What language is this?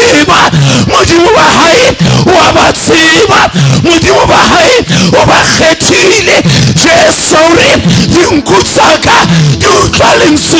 Southern Sotho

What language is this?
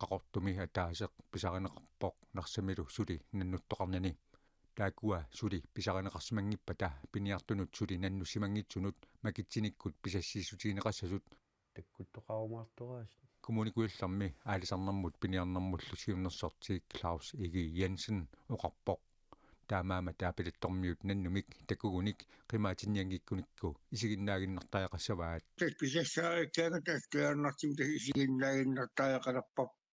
Kalaallisut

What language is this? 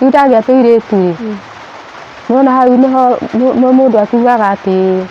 Kikuyu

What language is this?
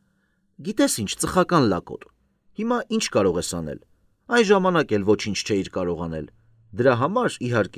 Armenian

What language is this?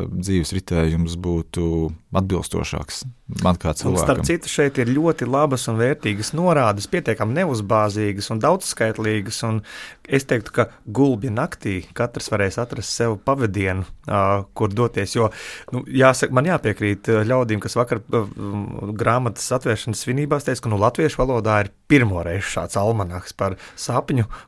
Latvian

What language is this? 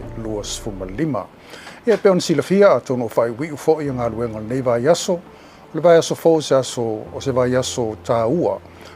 Samoan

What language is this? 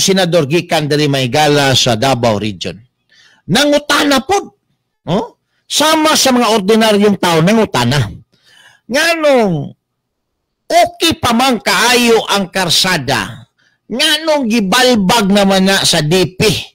Cebuano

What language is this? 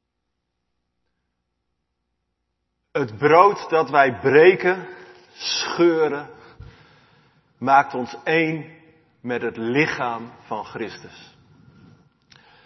Dutch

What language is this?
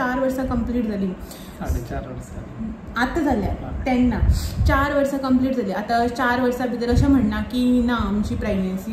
Konkani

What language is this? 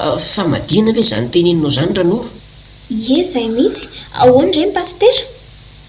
Malagasy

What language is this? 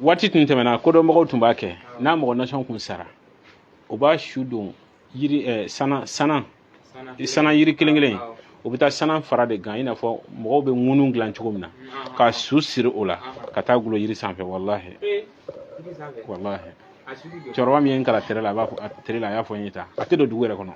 Bambara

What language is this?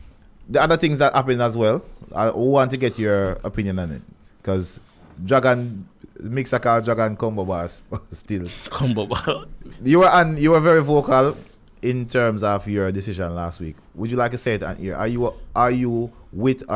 Jamaican Creole English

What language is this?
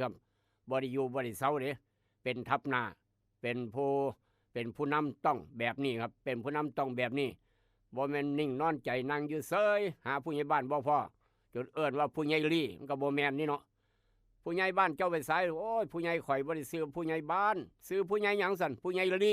Northeastern Thai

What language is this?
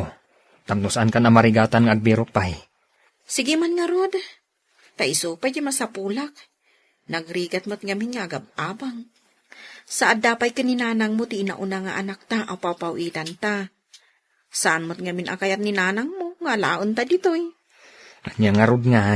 Iloko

